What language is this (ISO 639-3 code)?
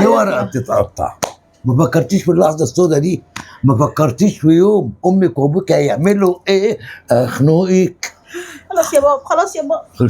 arz